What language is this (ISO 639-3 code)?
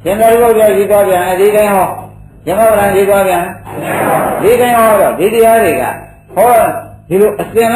mya